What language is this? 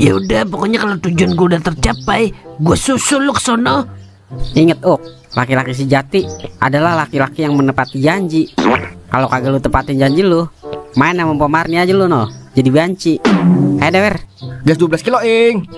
Betawi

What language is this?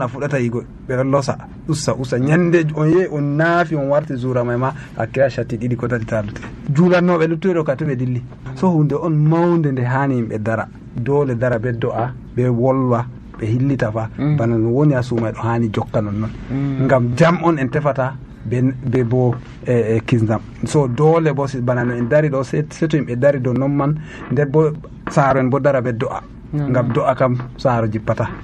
Nigerian Fulfulde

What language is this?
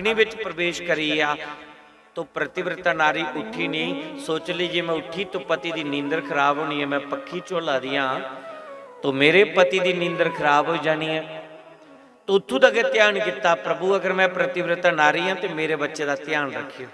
Dogri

